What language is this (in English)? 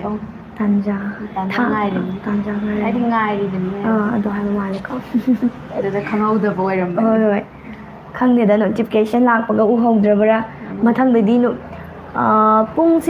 Manipuri